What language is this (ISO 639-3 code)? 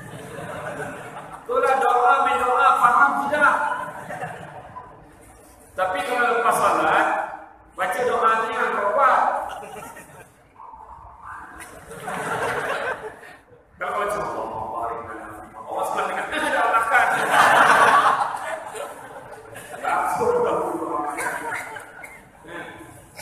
msa